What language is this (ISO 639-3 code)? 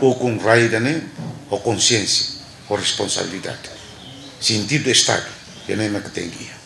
tet